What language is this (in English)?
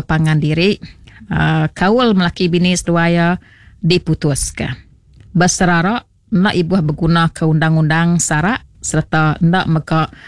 Iban